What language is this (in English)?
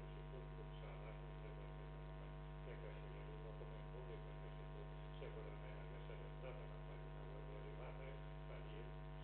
Catalan